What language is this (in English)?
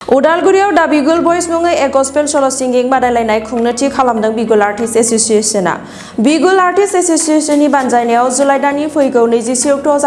Bodo